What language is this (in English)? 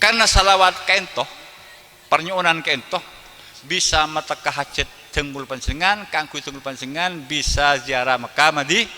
Madurese